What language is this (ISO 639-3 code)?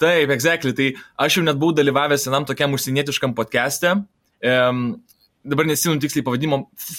lit